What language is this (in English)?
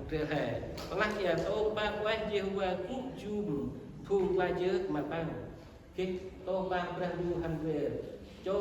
Central Mnong